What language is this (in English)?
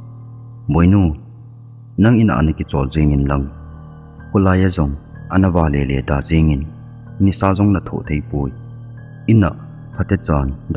Thado Chin